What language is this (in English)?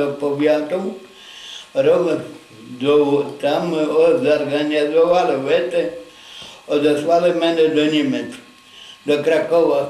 Rusyn